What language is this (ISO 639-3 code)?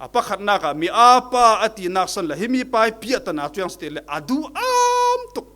cfm